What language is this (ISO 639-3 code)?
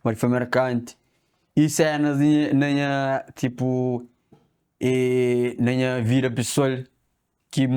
kea